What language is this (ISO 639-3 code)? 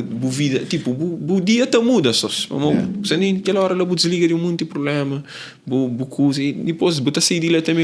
kea